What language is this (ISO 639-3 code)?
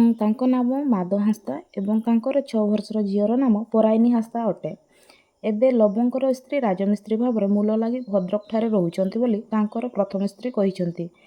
ori